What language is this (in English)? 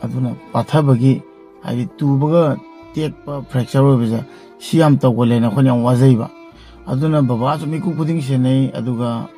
Manipuri